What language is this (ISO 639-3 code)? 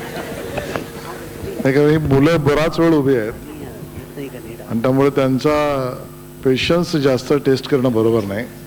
mar